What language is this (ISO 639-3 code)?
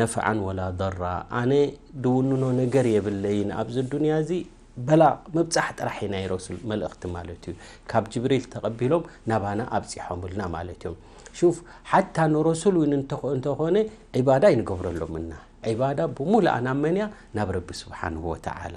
tir